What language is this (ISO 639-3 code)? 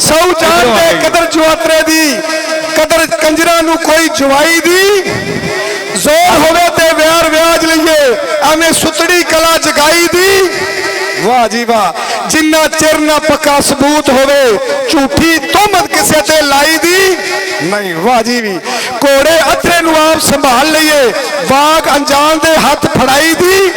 lah